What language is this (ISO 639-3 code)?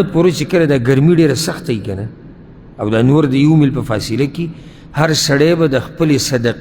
pus